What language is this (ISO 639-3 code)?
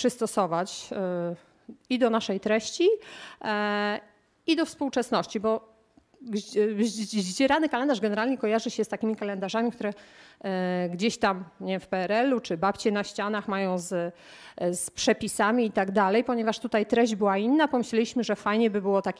pol